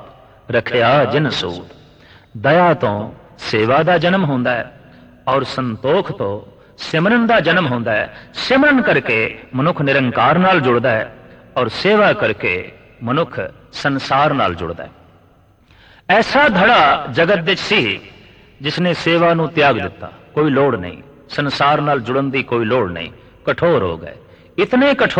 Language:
Punjabi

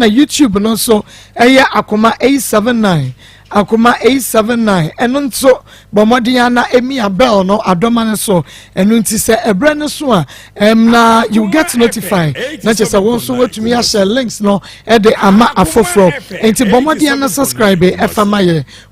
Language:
Akan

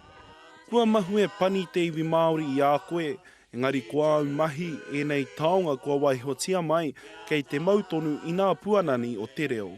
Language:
Māori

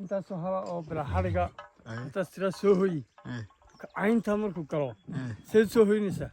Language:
Somali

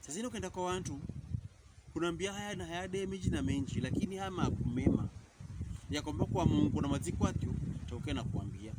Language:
Pokomo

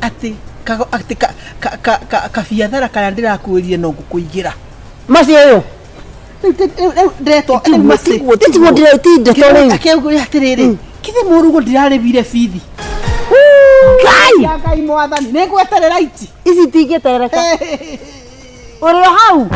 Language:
Kikuyu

